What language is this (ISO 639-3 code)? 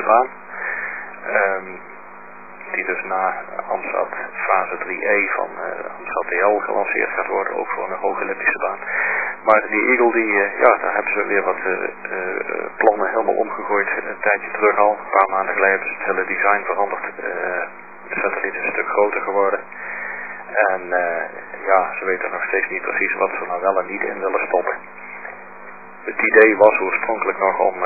nld